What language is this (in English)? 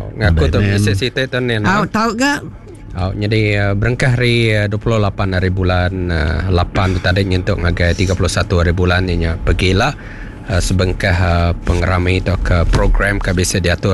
Iban